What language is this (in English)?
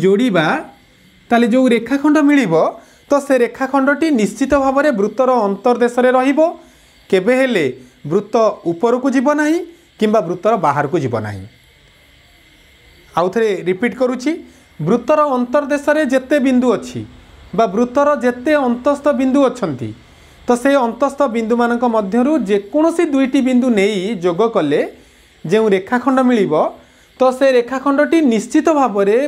Odia